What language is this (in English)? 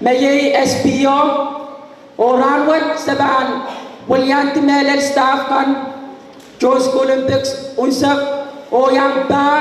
Pohnpeian